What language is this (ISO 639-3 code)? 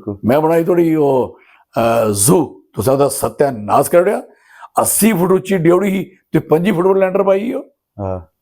doi